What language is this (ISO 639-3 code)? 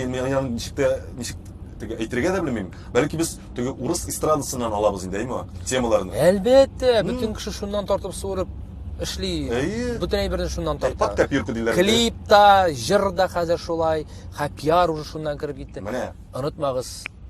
tat